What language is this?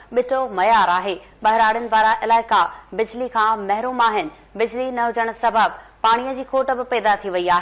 Sindhi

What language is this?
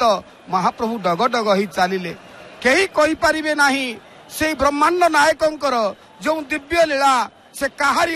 Odia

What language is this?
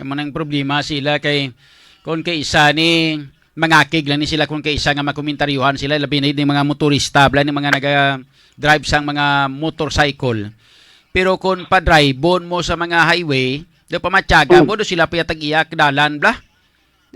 Hiligaynon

